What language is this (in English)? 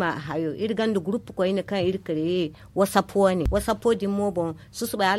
Zarma